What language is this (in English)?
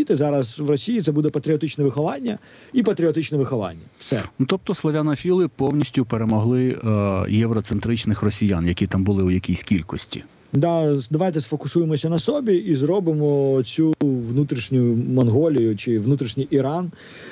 Ukrainian